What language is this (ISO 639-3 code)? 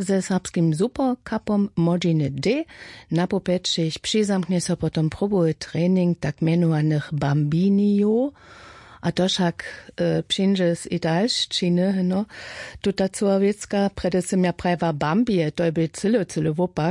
hsb